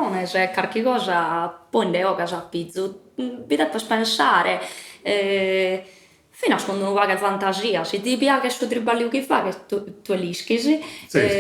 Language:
Sardinian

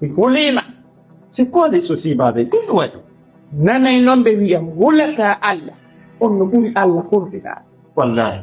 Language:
Fula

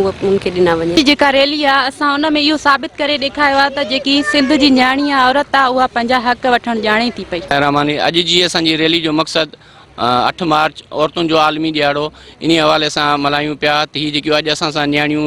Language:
Sindhi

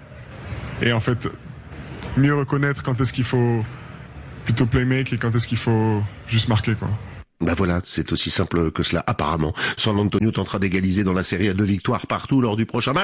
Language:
French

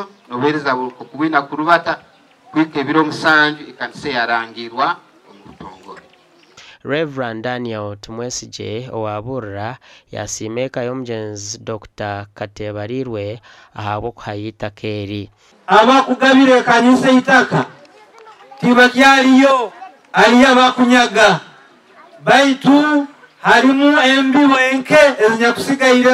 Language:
Nyankole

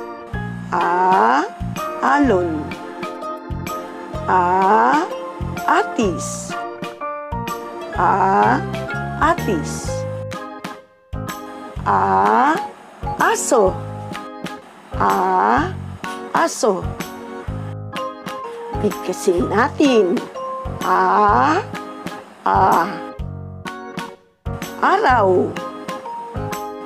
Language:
Filipino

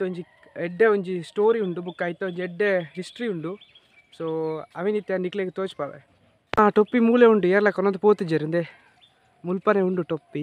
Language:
Tulu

